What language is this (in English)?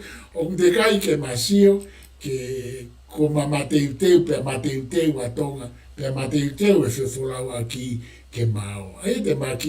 Tongan